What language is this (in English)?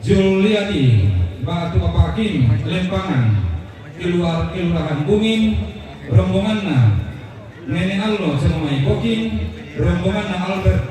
Toraja-Sa'dan